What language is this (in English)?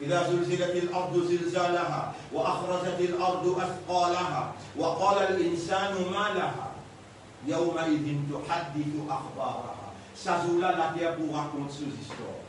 Morisyen